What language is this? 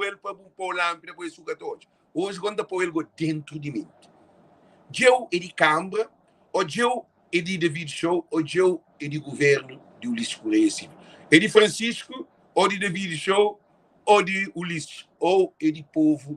Kabuverdianu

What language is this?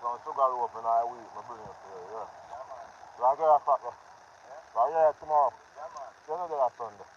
Jamaican Creole English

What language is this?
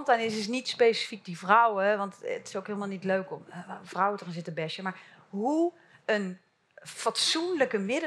Dutch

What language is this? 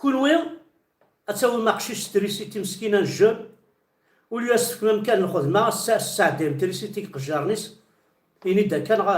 Kabyle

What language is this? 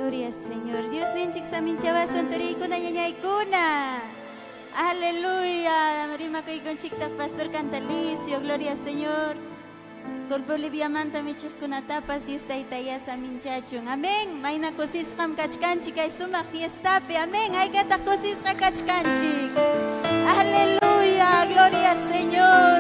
Ayacucho Quechua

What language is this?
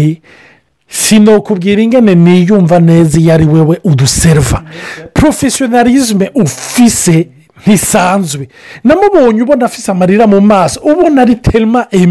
Rundi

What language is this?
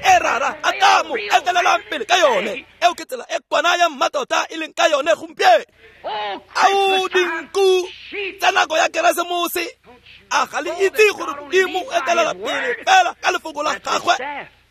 Tswana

